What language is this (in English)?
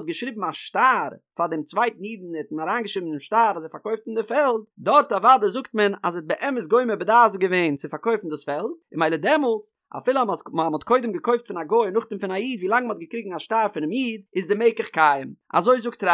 Yiddish